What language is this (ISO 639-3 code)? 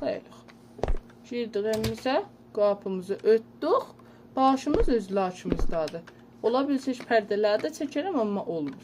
azb